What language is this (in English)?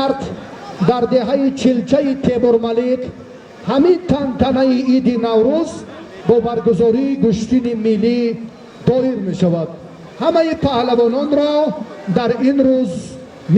Tajik